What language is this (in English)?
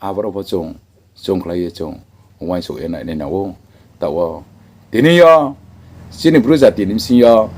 Riang (India)